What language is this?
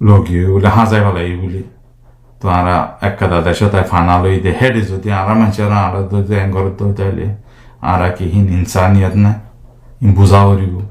Rohingya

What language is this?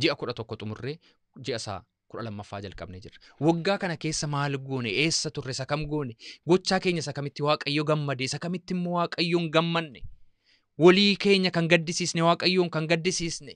Oromo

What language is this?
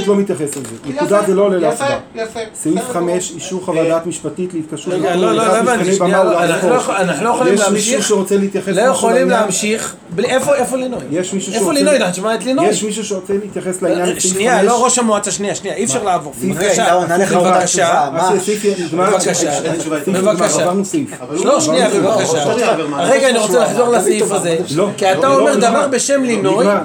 Hebrew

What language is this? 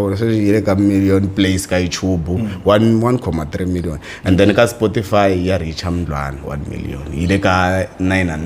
Tsonga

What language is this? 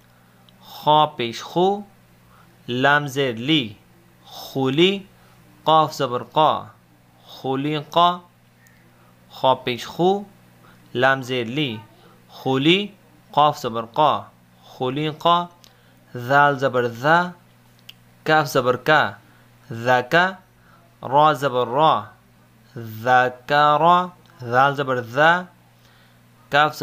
Urdu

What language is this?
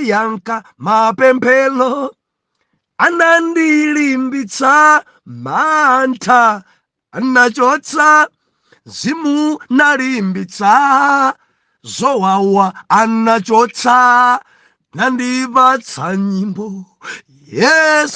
Nyanja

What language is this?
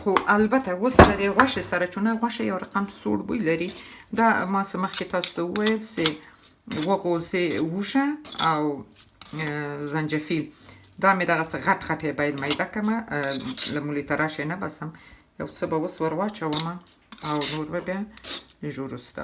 Pashto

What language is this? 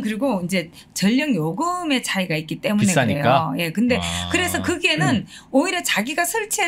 Korean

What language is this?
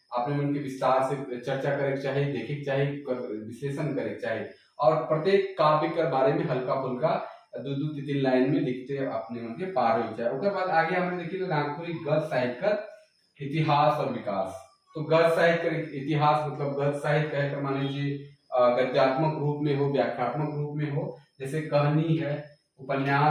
Sadri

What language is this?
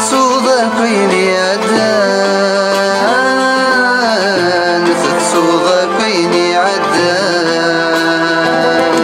Kabyle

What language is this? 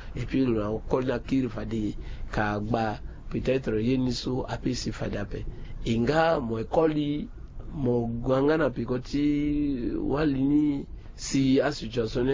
Sango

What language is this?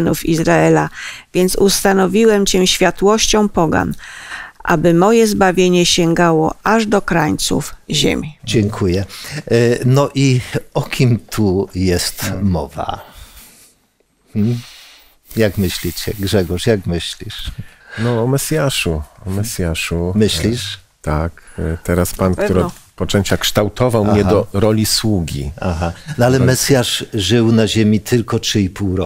Polish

